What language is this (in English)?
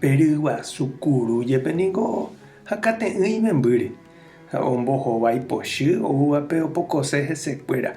Guarani